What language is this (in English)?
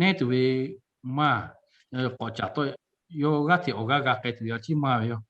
Lahu